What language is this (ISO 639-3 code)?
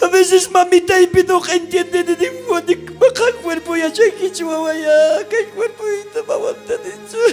quh